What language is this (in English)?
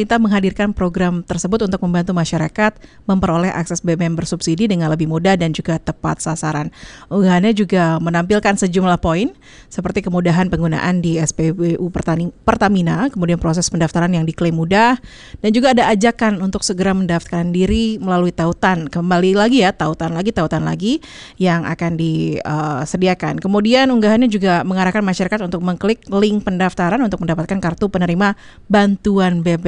Indonesian